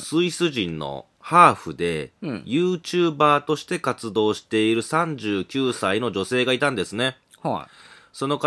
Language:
Japanese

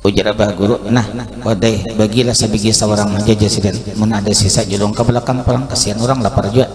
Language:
Banjar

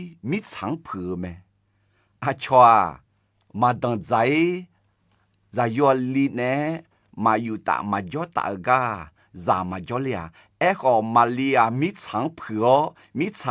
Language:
Akha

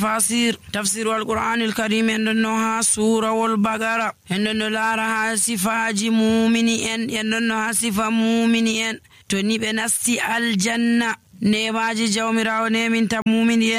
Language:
Nigerian Fulfulde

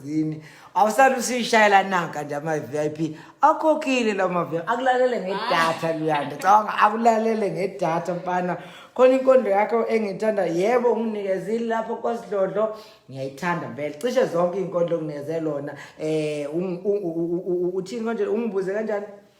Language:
Zulu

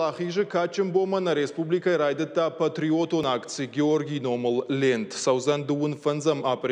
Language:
Ossetic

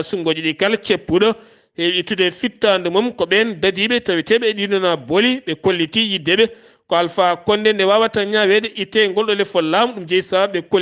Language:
Fula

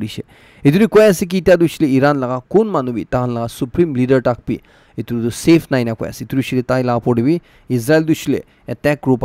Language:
Naga Pidgin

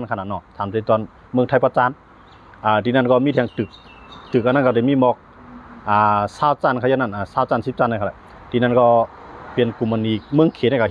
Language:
Shan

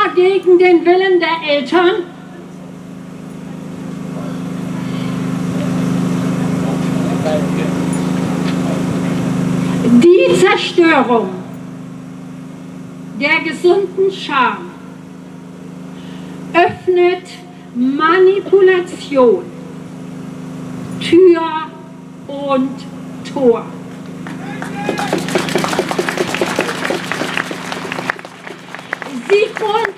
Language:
German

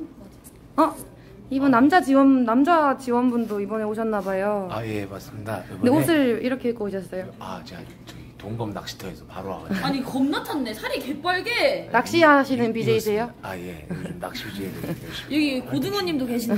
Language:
Korean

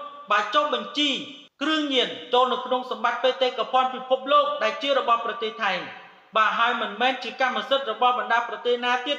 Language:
Khmer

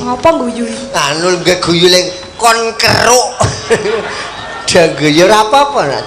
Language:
Javanese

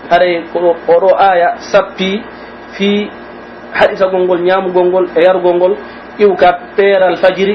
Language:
Pular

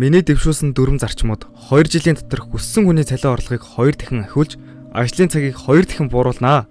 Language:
Mongolian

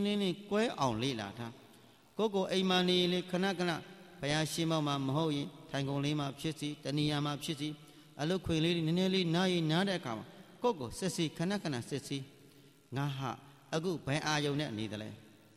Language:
Burmese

